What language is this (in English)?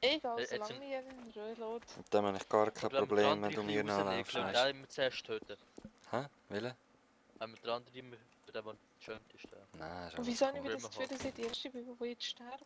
Swiss German